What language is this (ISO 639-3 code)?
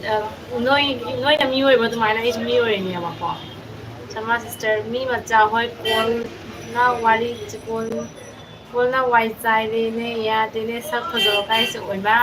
mni